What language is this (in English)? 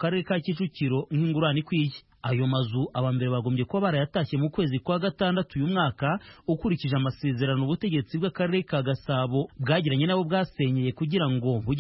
Kinyarwanda